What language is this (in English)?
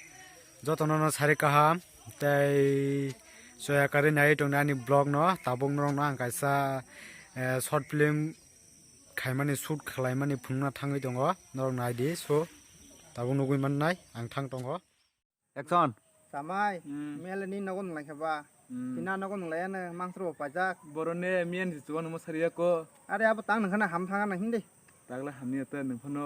Kok Borok